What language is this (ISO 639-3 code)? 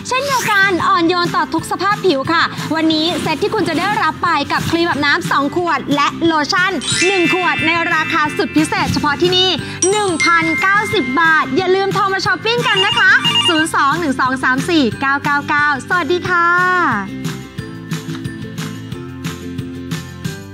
tha